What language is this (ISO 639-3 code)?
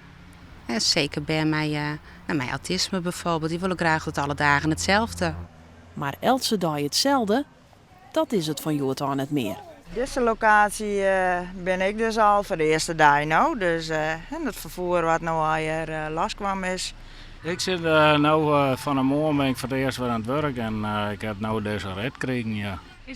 fry